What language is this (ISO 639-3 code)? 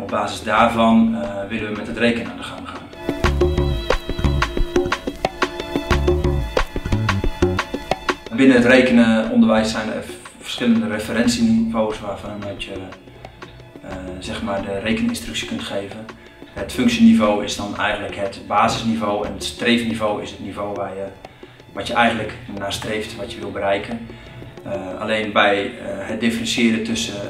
nld